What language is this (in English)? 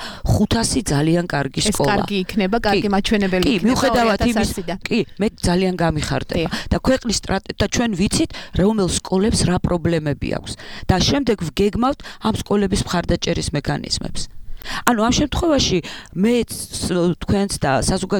Georgian